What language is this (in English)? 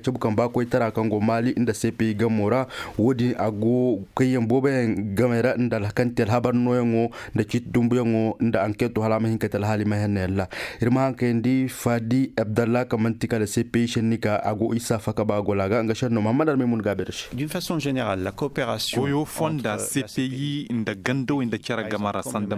Koyraboro Senni